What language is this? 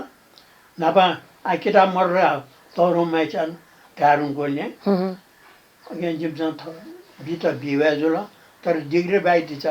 Newari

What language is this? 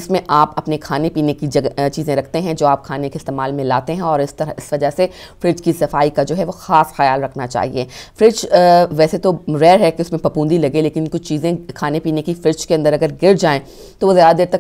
Urdu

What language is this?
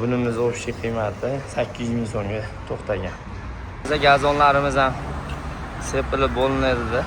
Uzbek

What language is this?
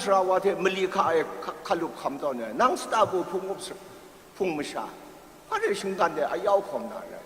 Kachin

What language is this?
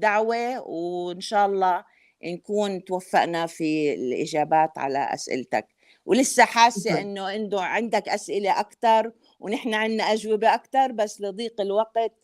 North Levantine Arabic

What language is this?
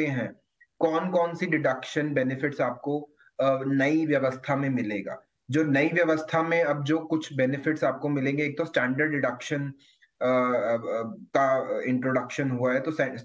Hindi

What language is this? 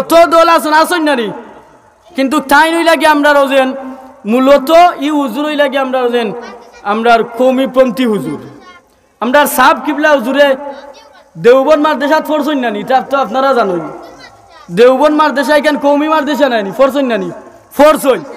Sylheti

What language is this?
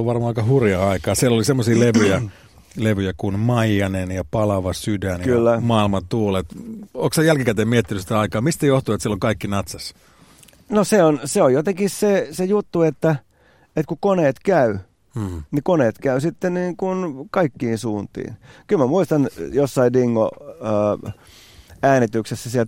Finnish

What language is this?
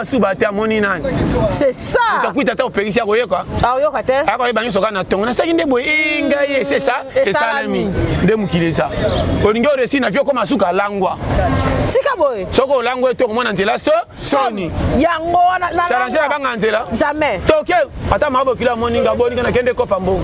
Lingala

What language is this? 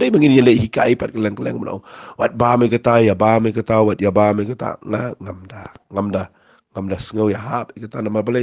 Khasi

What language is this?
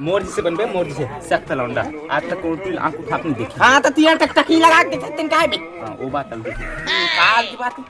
Chhattisgarhi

